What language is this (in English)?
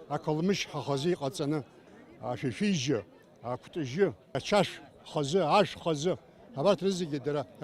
Abkhazian